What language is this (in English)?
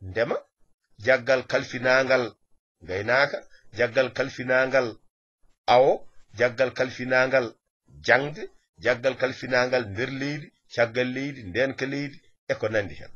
Fula